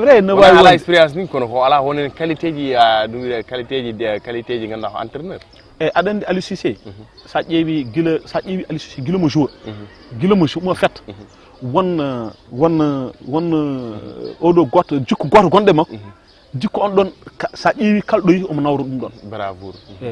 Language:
Fula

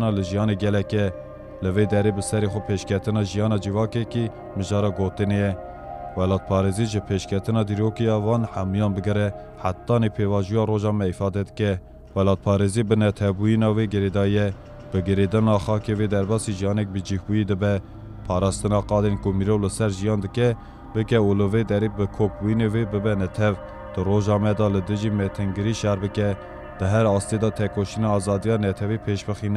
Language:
Kurdish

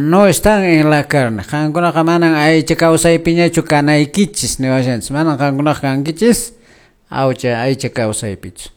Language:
Quechua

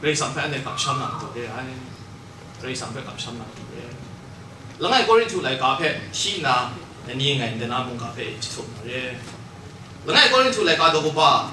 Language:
Kachin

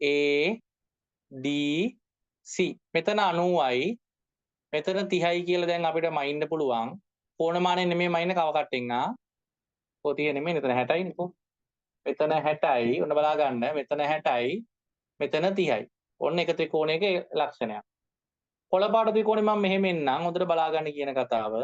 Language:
Sinhala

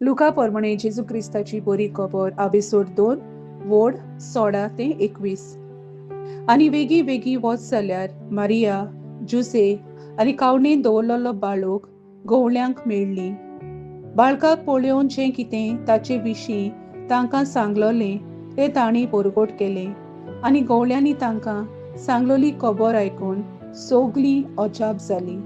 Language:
Konkani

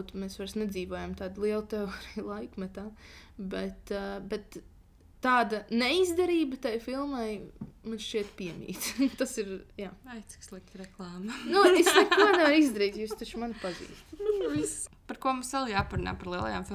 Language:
Latvian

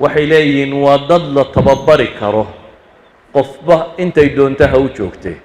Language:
Somali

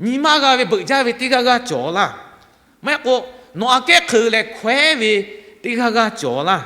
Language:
Lahu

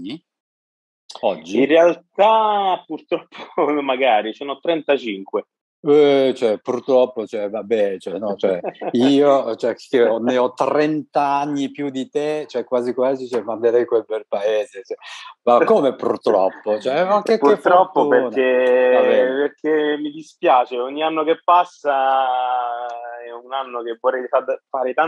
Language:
Italian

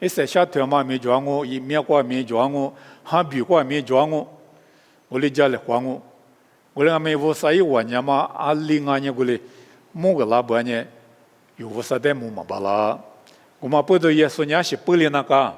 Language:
Lisu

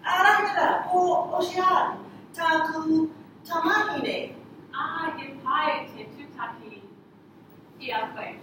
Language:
Māori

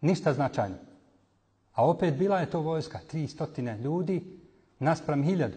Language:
Bosnian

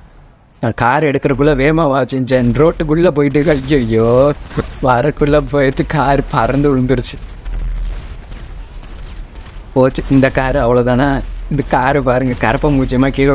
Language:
Tamil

